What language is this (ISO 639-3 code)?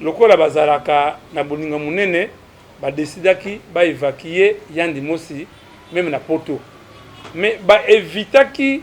lin